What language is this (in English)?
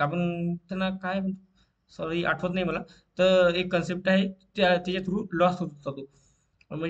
Marathi